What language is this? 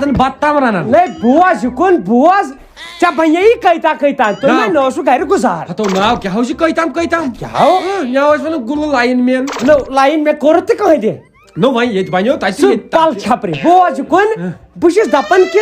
Kashmiri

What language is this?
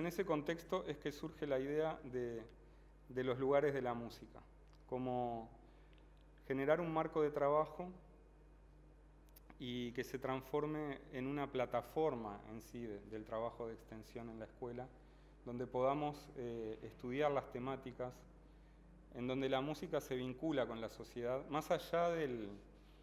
Spanish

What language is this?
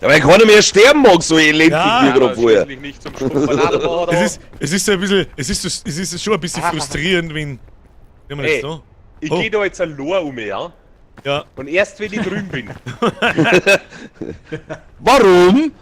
Bavarian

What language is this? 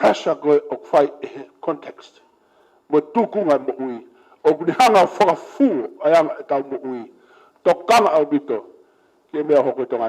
Tongan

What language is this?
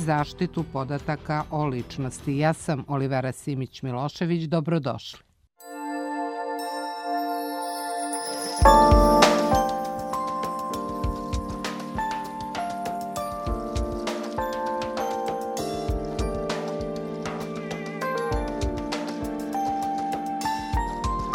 Serbian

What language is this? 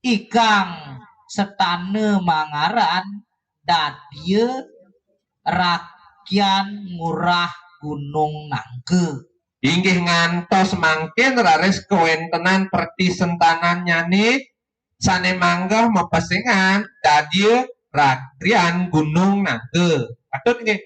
Balinese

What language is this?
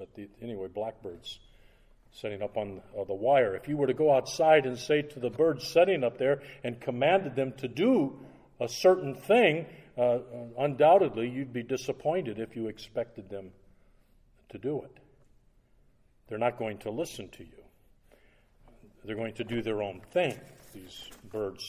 English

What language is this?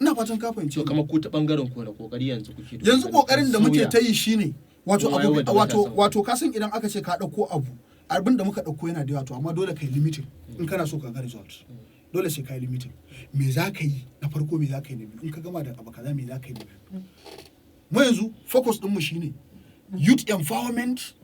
Hausa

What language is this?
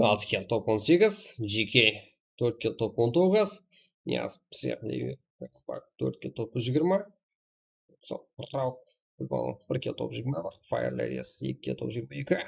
Kara-Kalpak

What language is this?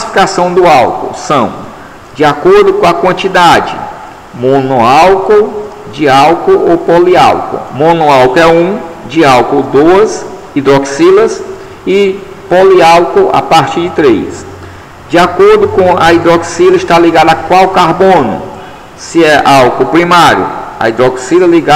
Portuguese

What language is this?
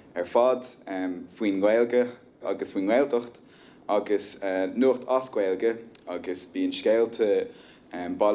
Irish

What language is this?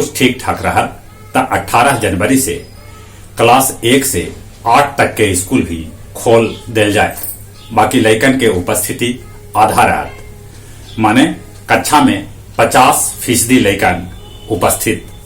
Magahi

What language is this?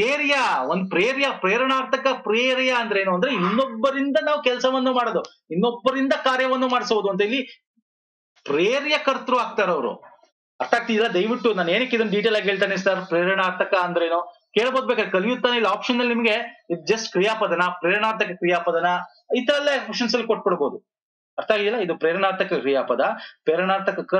Kannada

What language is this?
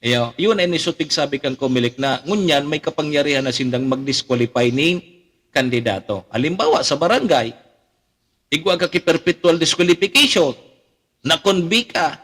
Bikol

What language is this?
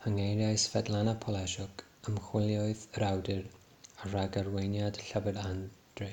Welsh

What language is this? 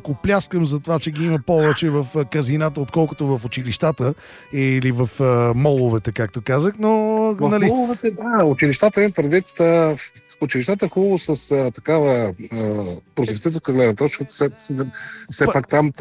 Bulgarian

